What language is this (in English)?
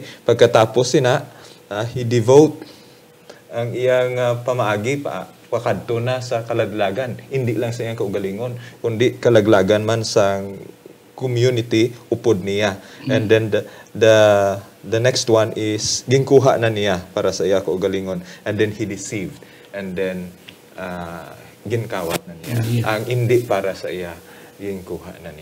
Hiligaynon